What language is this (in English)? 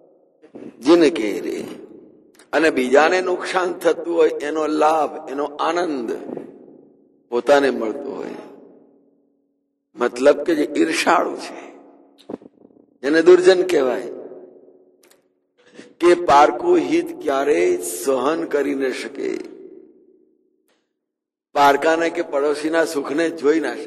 Gujarati